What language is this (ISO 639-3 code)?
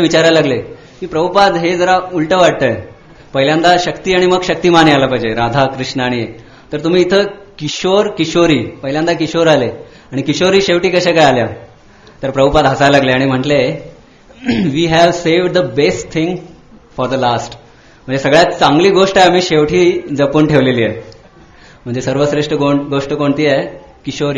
mar